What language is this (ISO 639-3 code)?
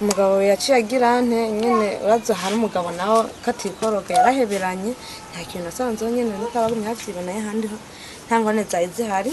run